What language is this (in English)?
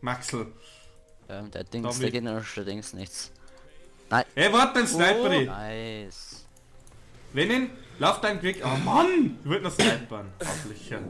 Bavarian